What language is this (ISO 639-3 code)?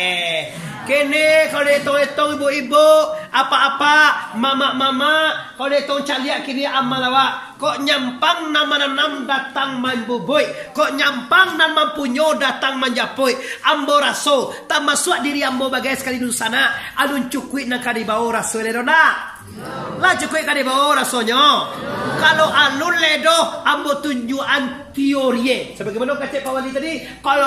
min